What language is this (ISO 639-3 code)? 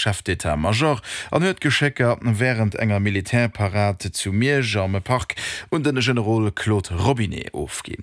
ltz